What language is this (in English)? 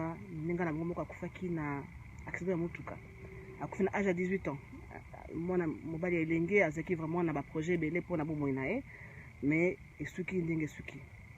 Lingala